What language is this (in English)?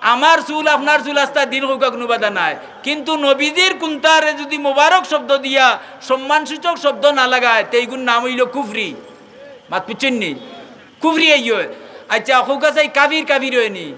Sylheti